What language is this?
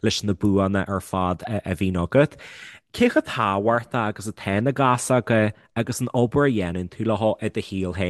Irish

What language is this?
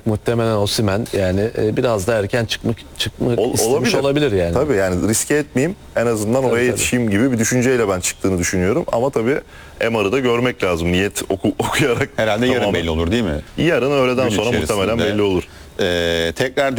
Turkish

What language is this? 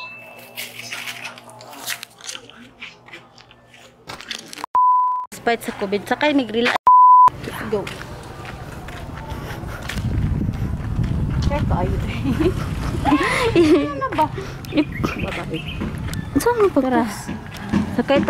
Filipino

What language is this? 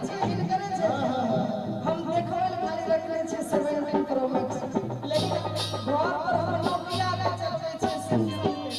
Maithili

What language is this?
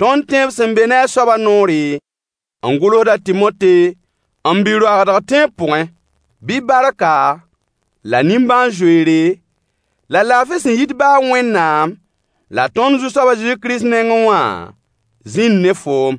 Mossi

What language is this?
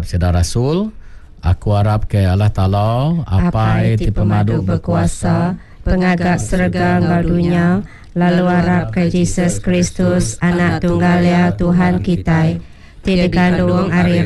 Iban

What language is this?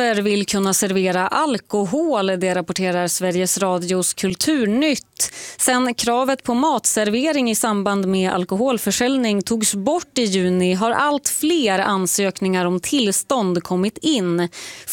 Swedish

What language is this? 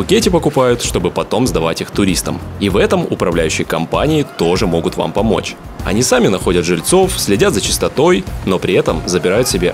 Russian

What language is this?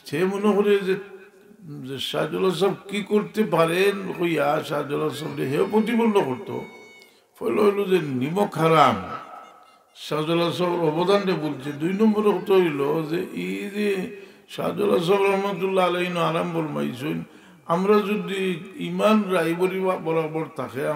Sylheti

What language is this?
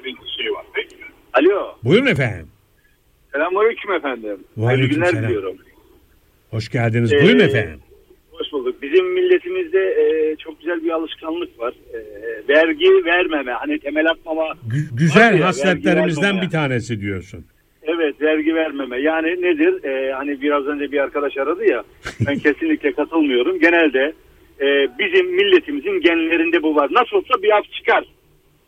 Turkish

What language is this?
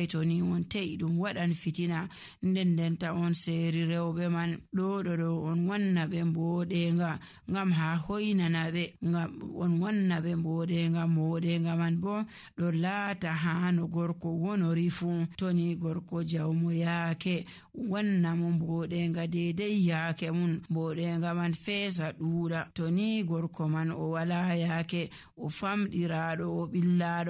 Nigerian Fulfulde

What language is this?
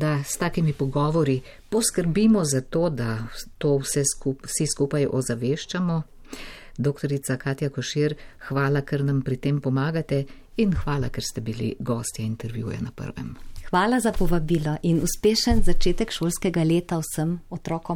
Slovenian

